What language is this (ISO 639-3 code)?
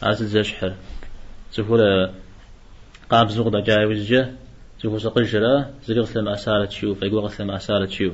kbd